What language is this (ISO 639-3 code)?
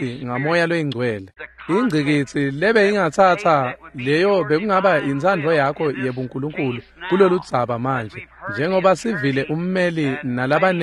ssw